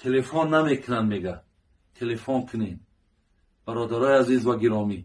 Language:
Tajik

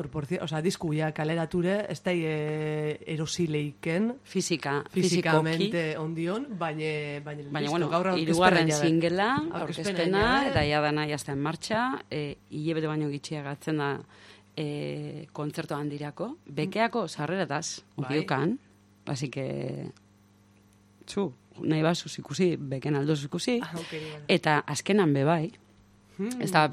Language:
Basque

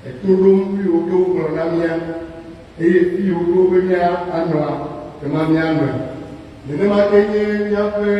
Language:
Ewe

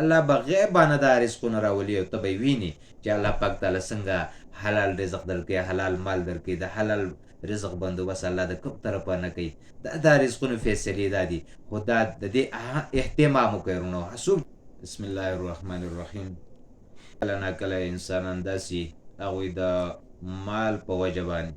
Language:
Pashto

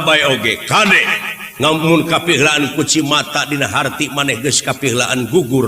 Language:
Sundanese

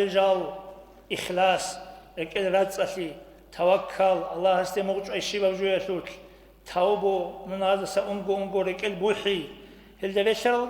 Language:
Avaric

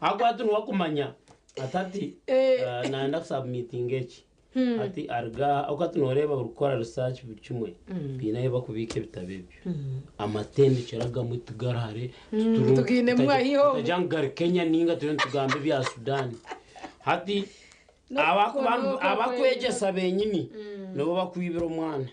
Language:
Nyankole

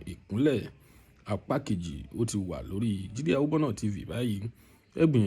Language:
Yoruba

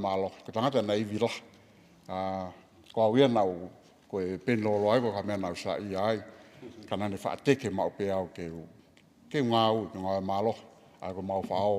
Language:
Tongan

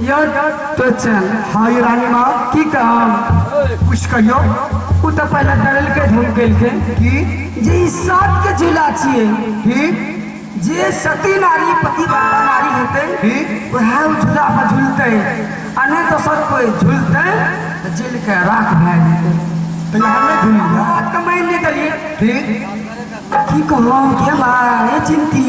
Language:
Maithili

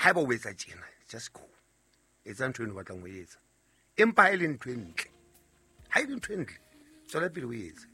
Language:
Southern Sotho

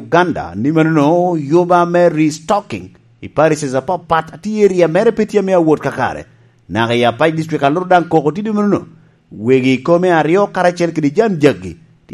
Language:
Lango (Uganda)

